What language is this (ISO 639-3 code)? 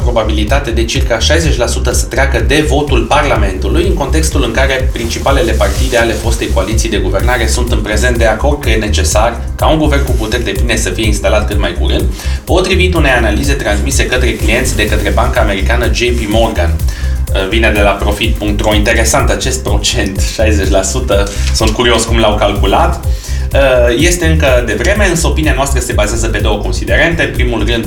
ron